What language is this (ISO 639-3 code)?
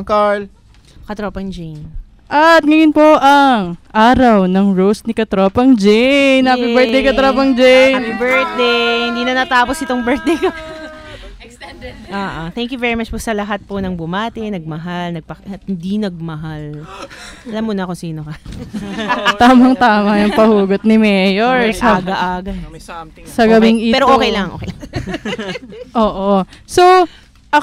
fil